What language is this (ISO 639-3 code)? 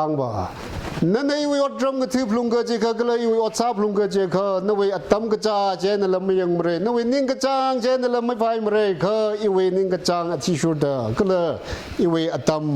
nmf